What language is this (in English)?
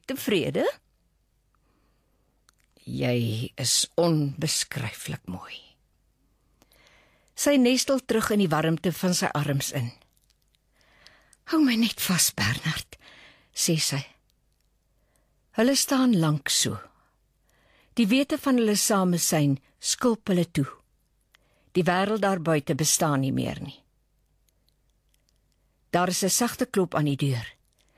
Afrikaans